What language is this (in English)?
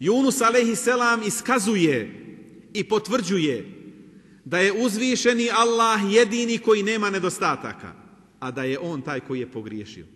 Bosnian